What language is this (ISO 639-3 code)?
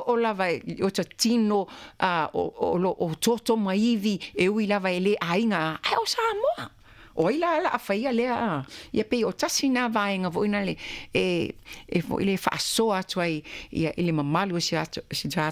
smo